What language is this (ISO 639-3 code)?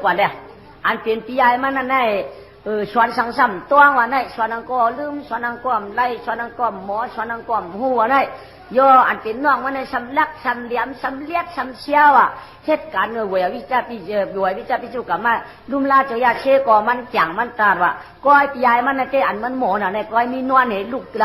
shn